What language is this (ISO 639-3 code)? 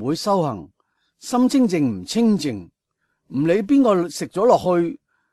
yue